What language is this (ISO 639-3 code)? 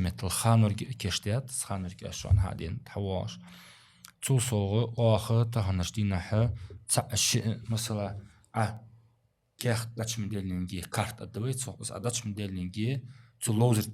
inh